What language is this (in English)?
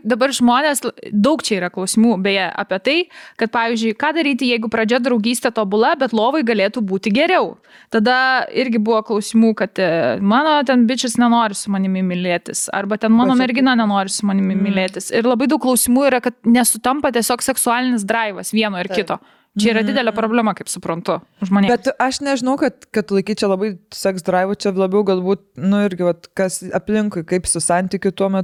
Lithuanian